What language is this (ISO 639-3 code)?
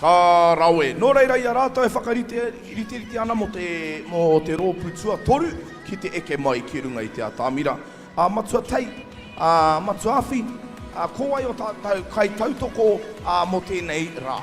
mri